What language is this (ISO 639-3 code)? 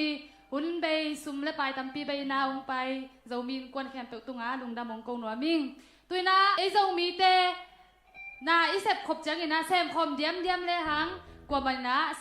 ctd